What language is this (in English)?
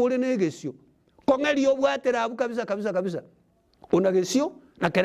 Gusii